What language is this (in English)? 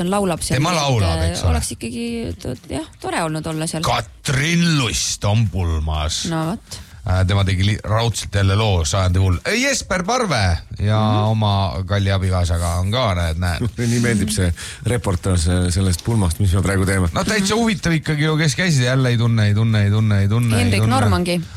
Estonian